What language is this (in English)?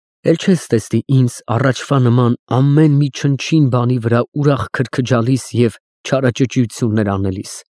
Armenian